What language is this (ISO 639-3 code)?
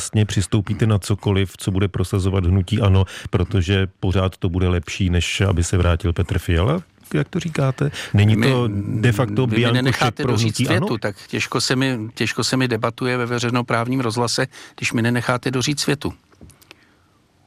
ces